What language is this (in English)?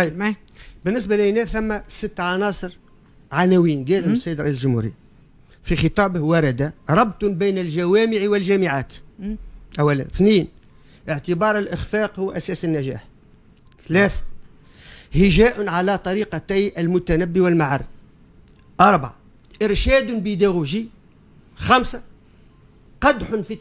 Tunisian Arabic